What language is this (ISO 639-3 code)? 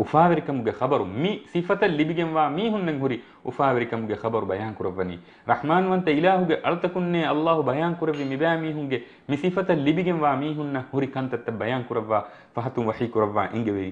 div